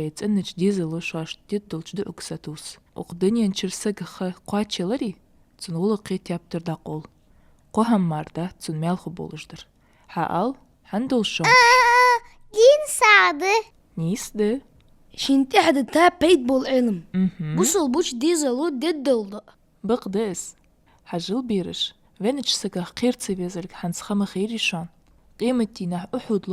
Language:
Ingush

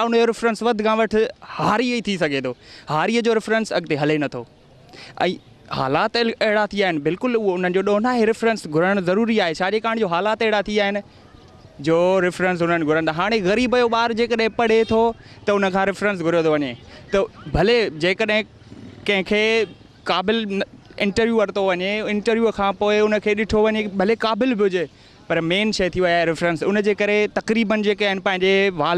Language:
Sindhi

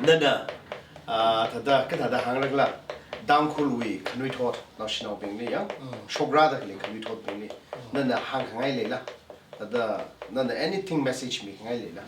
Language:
Tangkhul Naga (India)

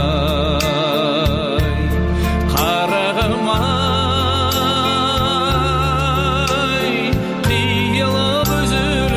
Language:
Kazakh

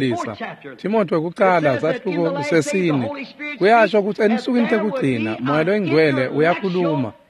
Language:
Swati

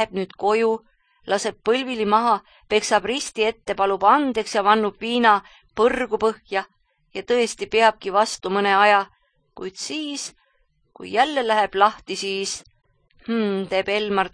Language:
Estonian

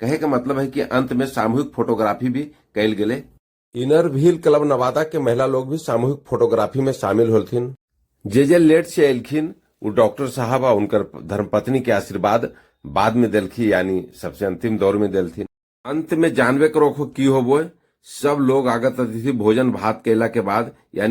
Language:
Magahi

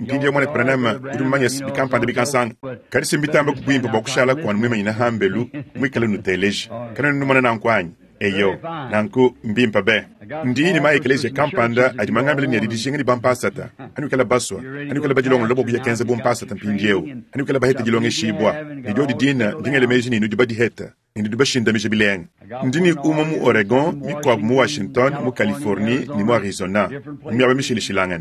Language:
Luba-Lulua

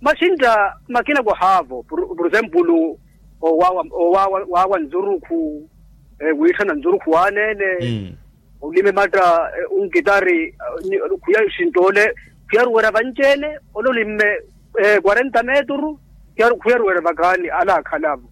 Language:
Makhuwa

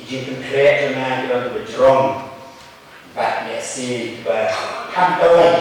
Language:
Khasi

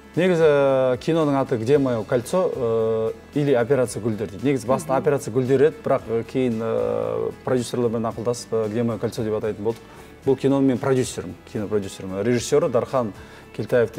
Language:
Kazakh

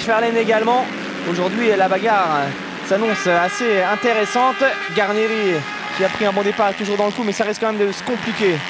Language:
French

